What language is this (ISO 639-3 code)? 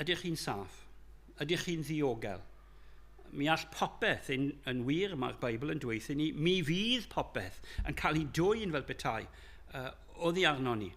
cym